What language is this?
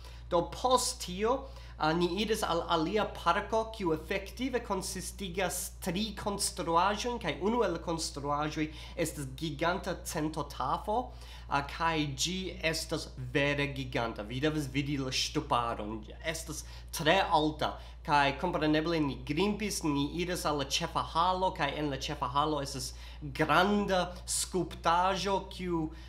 Esperanto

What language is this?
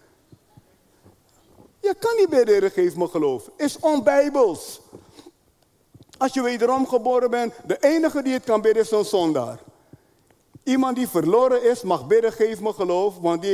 Dutch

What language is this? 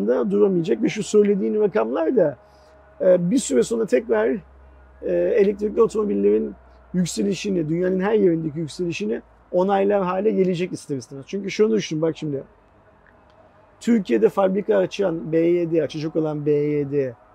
Turkish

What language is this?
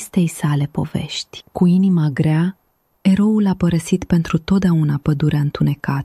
Romanian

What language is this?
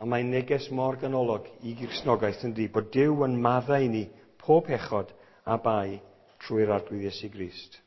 Welsh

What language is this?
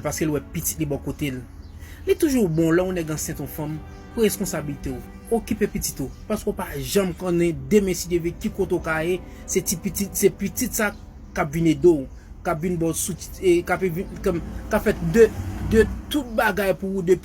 Haitian Creole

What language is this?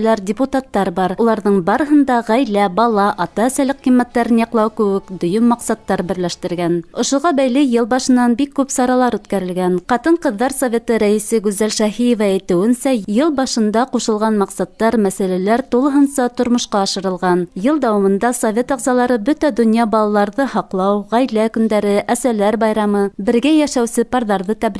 Bashkir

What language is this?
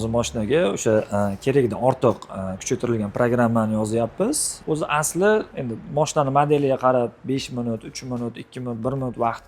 Uzbek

